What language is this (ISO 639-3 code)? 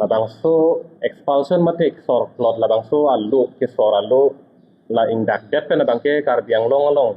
mjw